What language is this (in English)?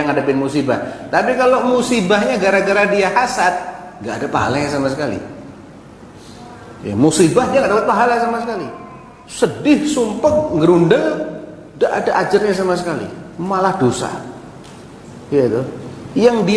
Indonesian